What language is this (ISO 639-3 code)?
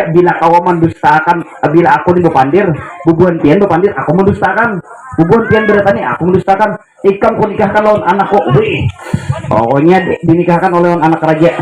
bjn